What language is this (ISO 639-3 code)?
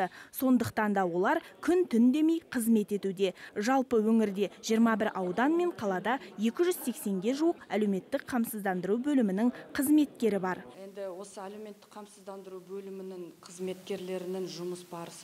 kaz